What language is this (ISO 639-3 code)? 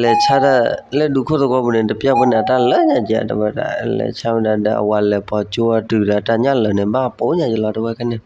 ksw